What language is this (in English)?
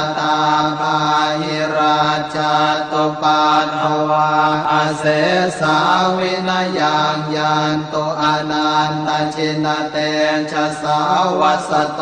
Pali